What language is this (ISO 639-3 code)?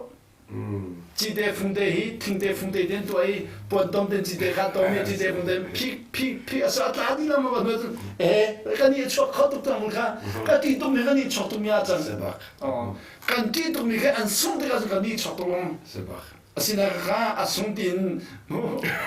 cnh